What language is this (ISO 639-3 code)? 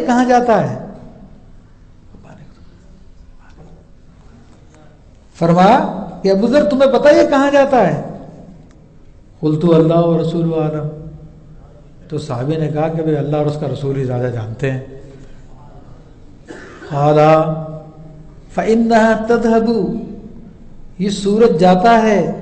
urd